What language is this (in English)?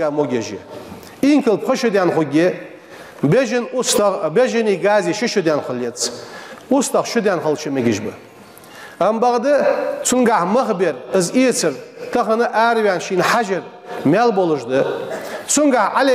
Ingush